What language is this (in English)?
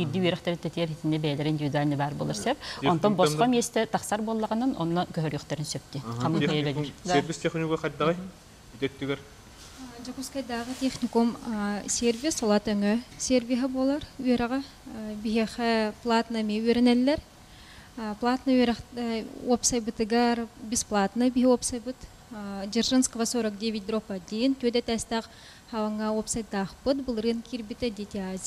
Yakut